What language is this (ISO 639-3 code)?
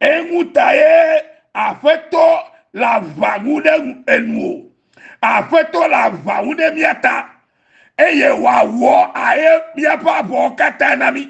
ewe